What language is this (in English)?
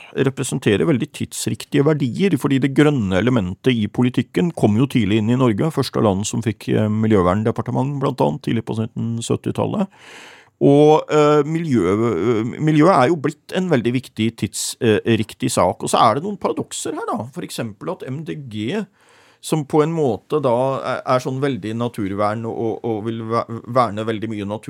Norwegian